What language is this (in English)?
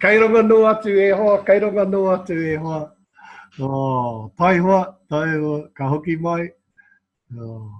Māori